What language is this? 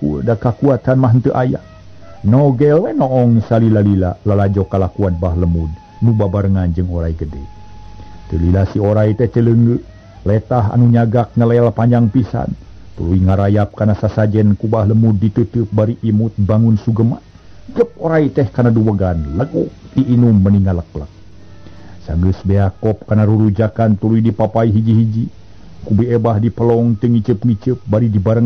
Sundanese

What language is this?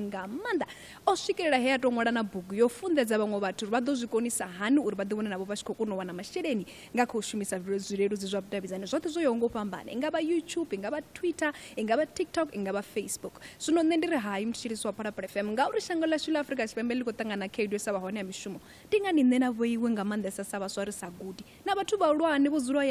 Venda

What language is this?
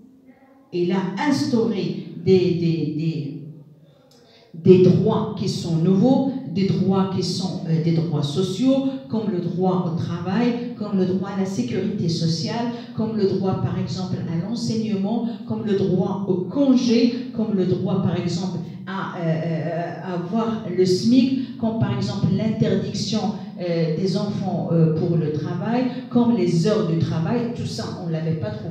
French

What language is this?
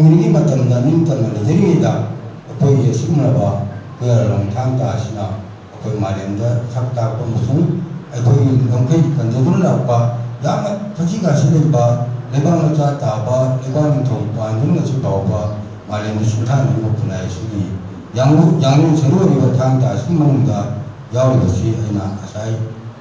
Manipuri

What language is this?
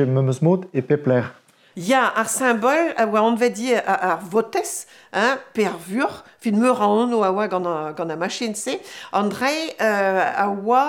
Breton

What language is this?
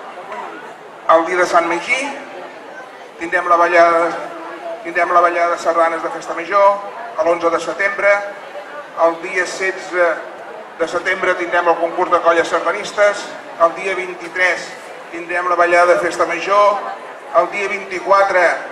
Catalan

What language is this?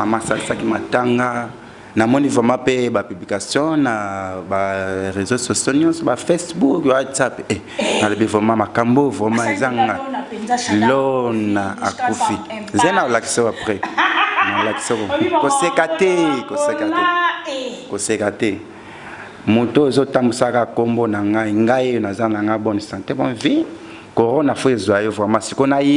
Lingala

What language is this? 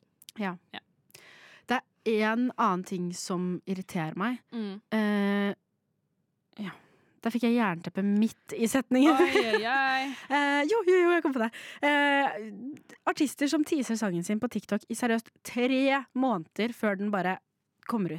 Norwegian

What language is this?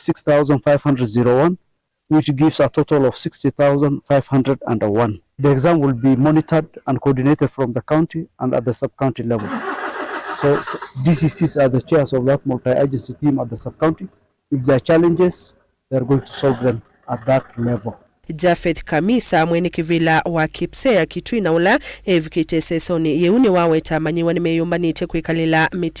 Kamba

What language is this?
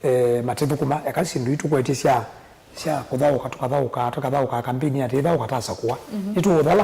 Kamba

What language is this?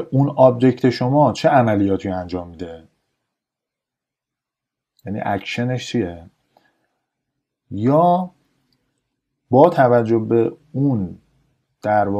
Persian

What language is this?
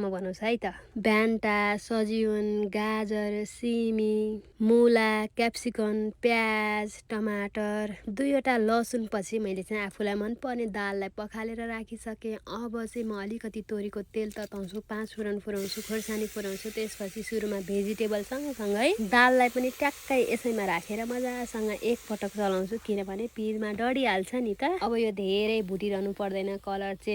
Nepali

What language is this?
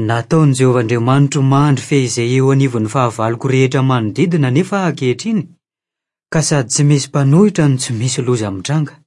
Malagasy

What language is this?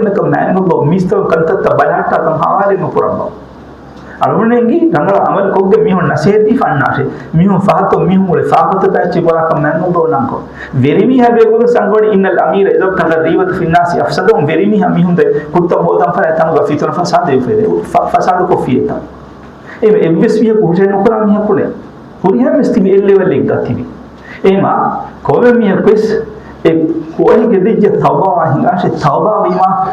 Divehi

